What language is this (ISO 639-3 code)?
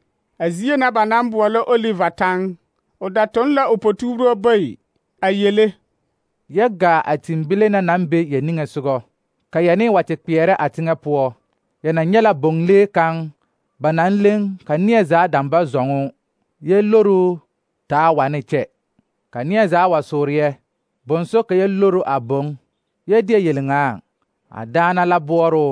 dga